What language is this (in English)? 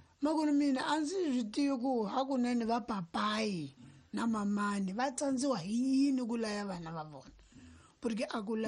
Tsonga